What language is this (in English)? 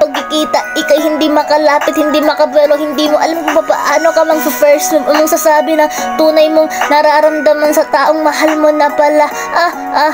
Filipino